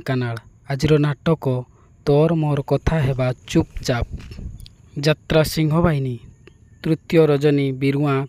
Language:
Odia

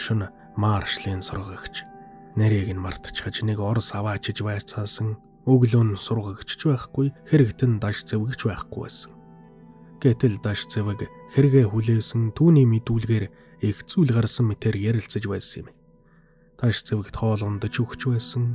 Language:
Mongolian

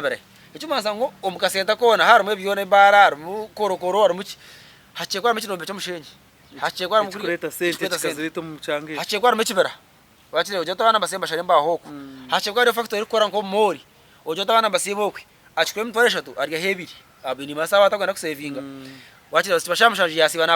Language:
Nyankole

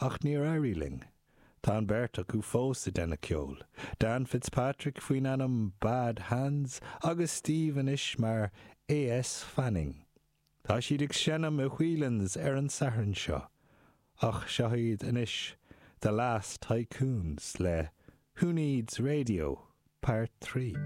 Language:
Irish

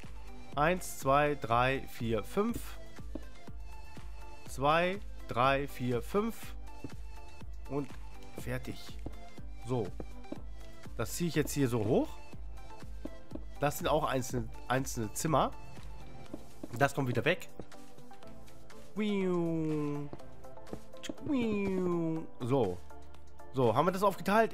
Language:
German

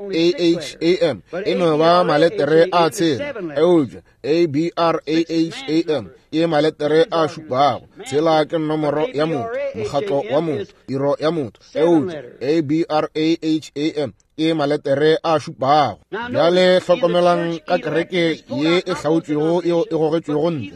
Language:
Northern Sotho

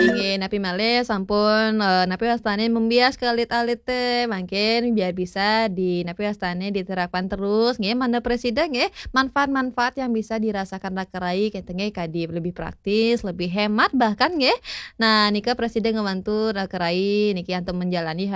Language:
Balinese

